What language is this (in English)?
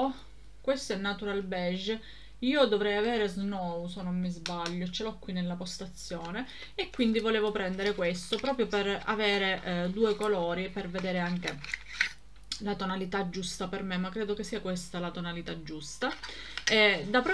Italian